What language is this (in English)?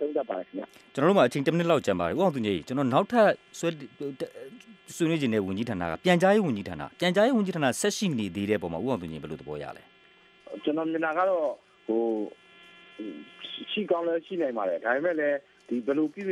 Burmese